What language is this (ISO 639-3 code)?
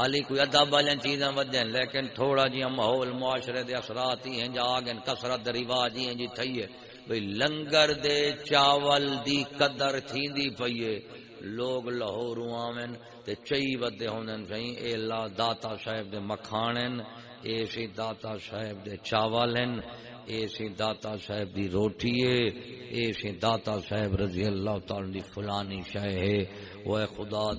skr